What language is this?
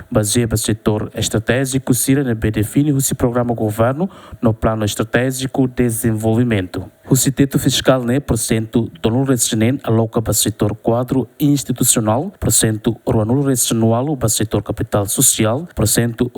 Tetum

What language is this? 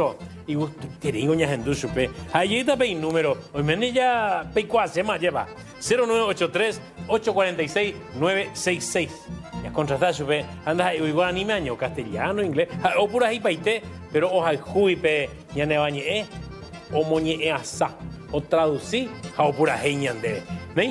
Guarani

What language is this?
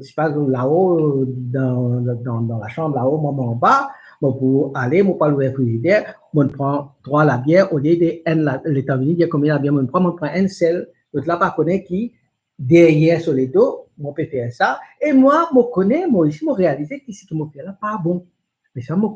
Morisyen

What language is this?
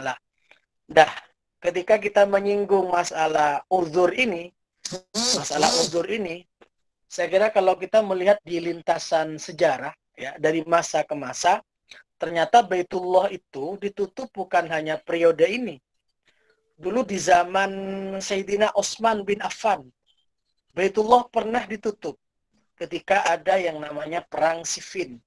Indonesian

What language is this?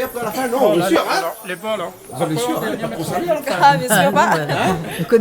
Réunion Creole French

